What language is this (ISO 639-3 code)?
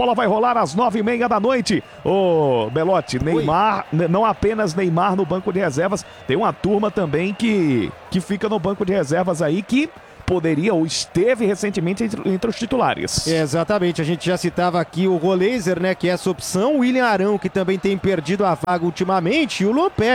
por